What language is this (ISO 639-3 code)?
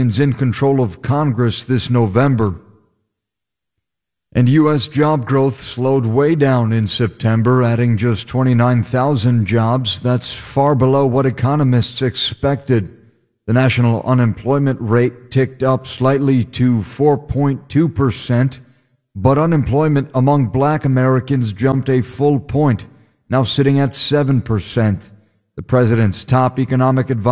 eng